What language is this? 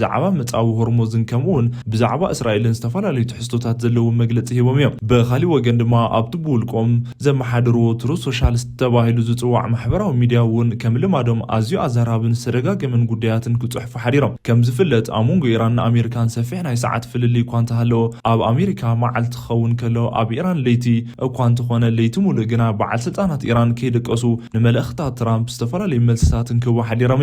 Tigrinya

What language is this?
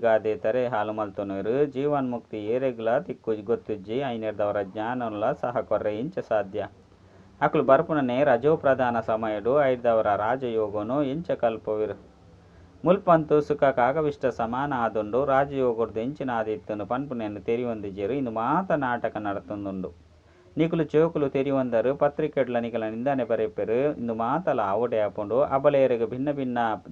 Tulu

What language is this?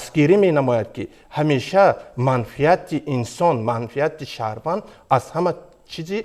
Tajik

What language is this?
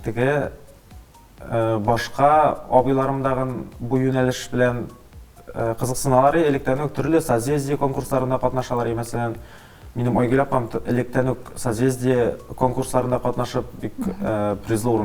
Tatar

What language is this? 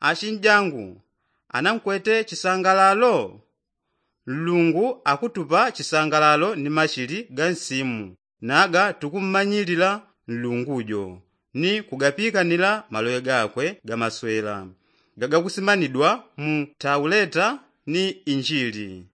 Yao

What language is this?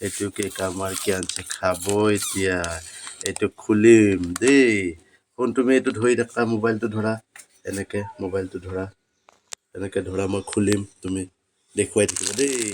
Assamese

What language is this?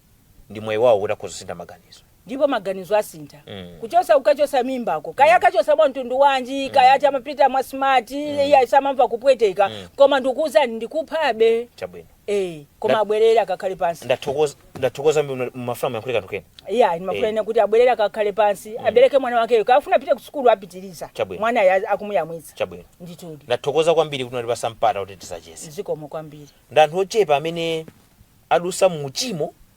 Nyanja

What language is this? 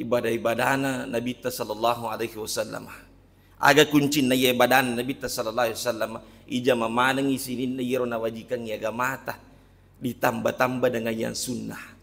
Buginese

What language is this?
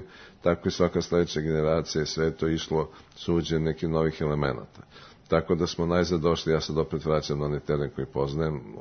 Serbian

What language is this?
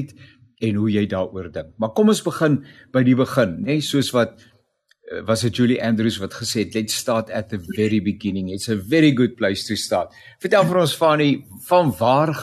Afrikaans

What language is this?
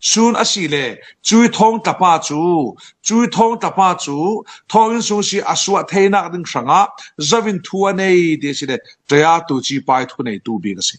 Falam Chin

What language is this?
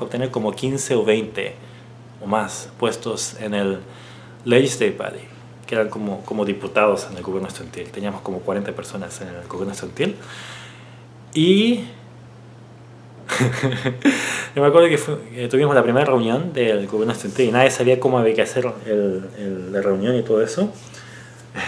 Spanish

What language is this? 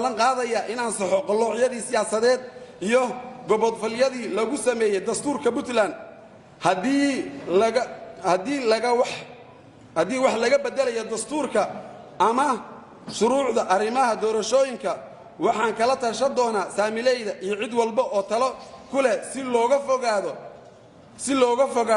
Somali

